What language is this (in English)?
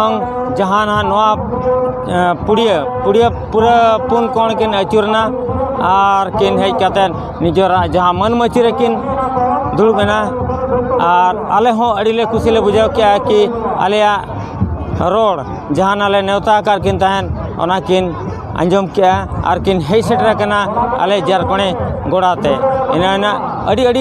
Santali